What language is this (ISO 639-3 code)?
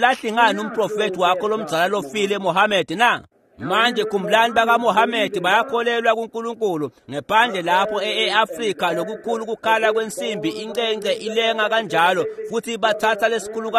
ssw